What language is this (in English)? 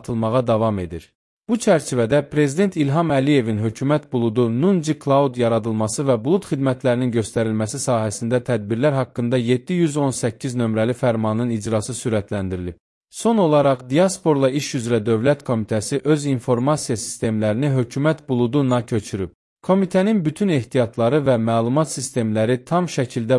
Azerbaijani